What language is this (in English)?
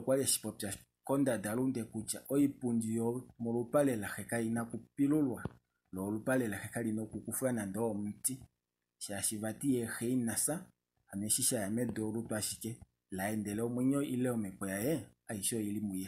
Kuanyama